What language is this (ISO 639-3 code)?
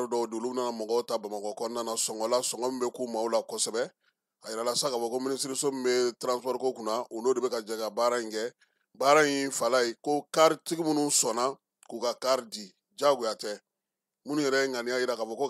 bam